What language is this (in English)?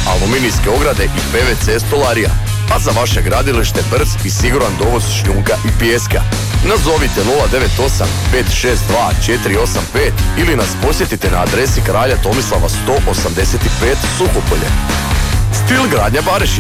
Croatian